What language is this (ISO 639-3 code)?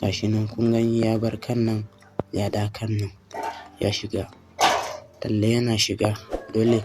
hau